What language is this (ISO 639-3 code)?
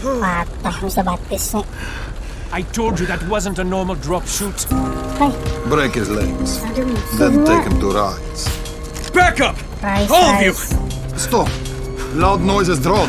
bjn